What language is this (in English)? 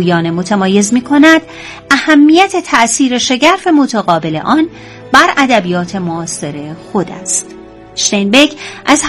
Persian